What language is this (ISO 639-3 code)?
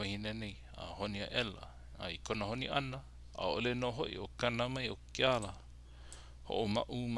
haw